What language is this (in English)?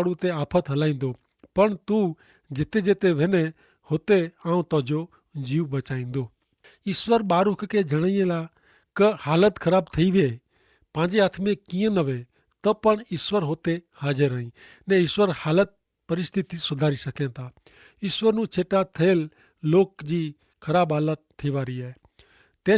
Kachhi